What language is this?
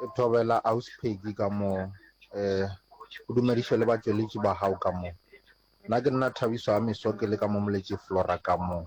Northern Sotho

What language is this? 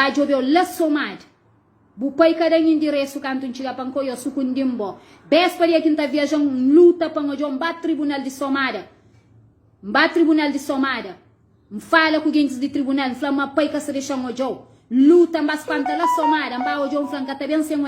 Kabuverdianu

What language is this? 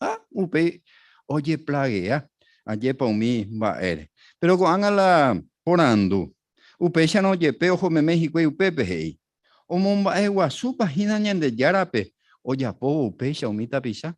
Guarani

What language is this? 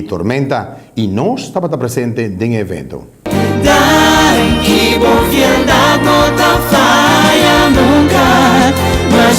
Papiamento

